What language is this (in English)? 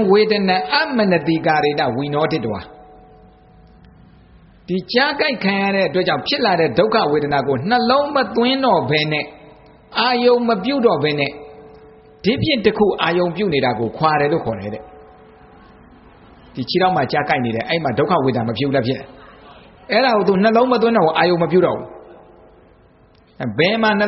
Burmese